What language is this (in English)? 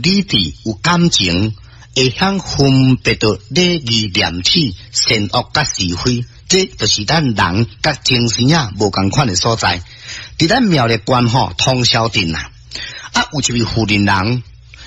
Min Nan Chinese